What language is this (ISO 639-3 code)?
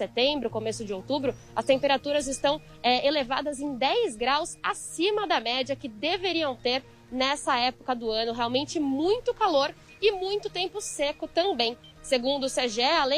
por